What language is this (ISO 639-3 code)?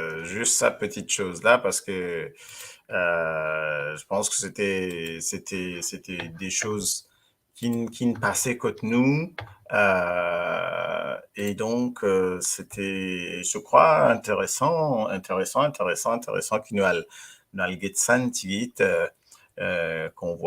mfe